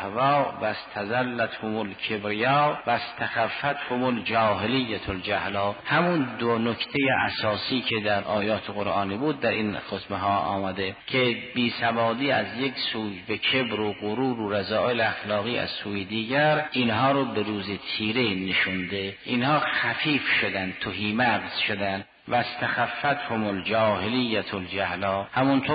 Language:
Persian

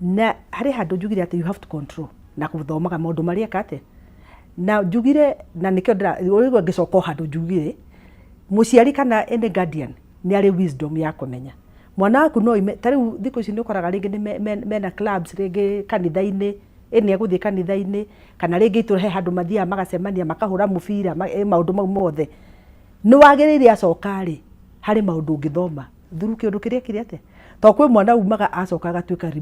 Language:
Kikuyu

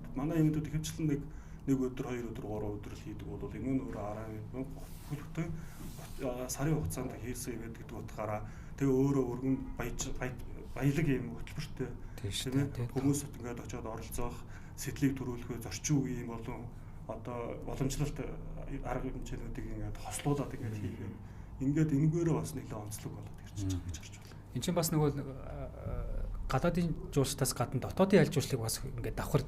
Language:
Mongolian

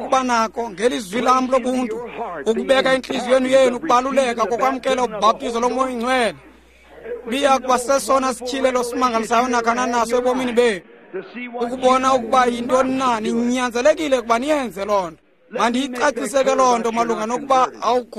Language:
Xhosa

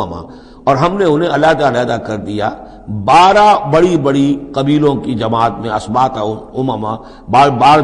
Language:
Urdu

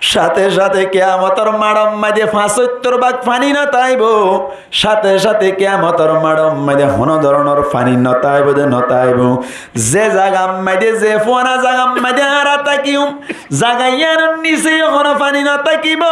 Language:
Rohingya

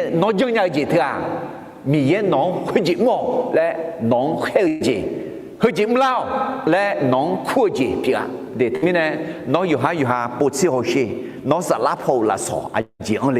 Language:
Akha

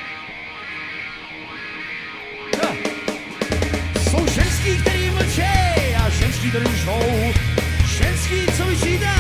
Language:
Czech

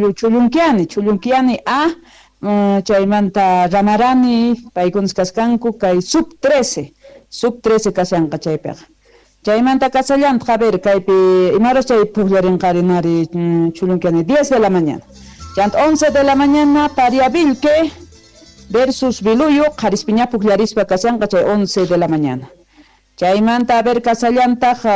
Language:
South Bolivian Quechua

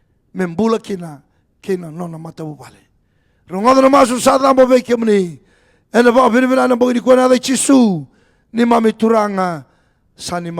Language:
Fijian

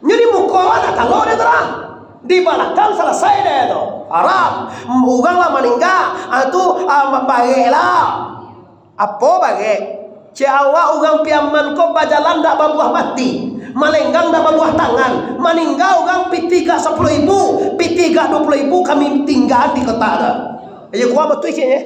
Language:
Minangkabau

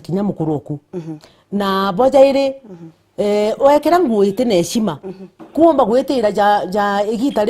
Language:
Meru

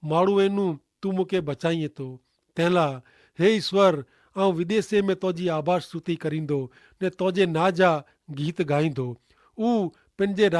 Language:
Kachhi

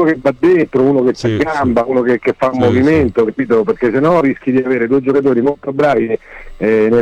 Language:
Italian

